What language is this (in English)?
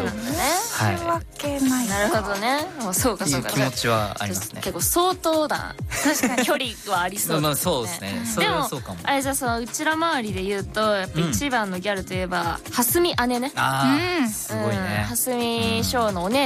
Japanese